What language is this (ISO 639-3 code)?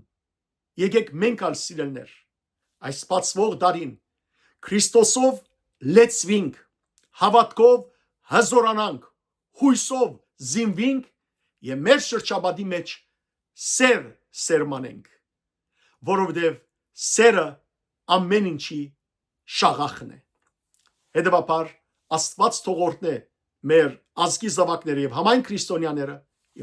hyw